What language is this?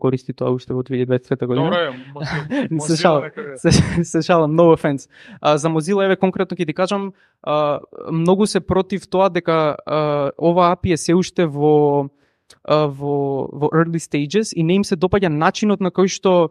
Macedonian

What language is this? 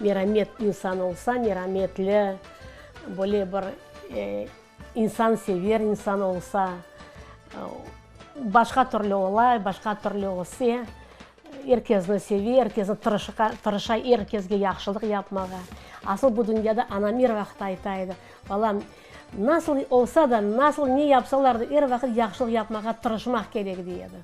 Crimean Tatar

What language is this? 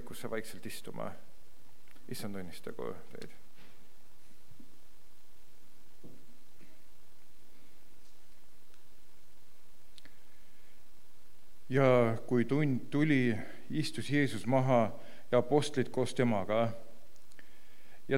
Estonian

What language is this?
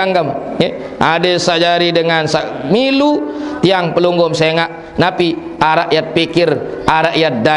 Sasak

